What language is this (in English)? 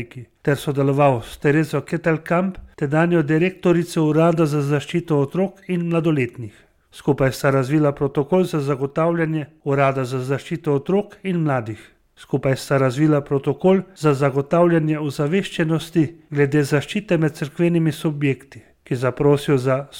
Slovenian